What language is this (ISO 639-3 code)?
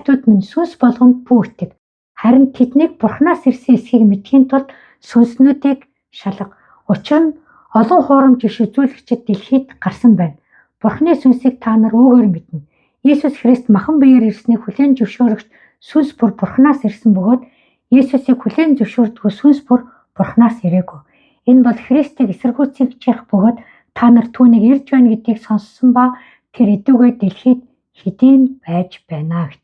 mon